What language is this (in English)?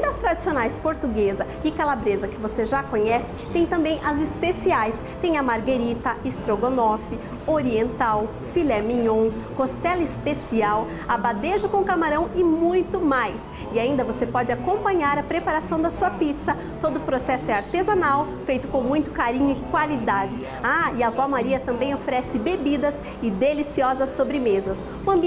Portuguese